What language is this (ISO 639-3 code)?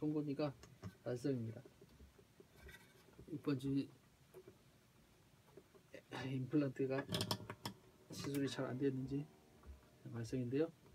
kor